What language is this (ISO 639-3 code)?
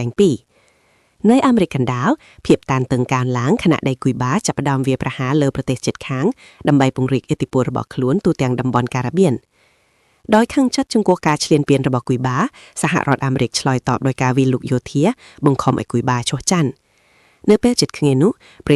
khm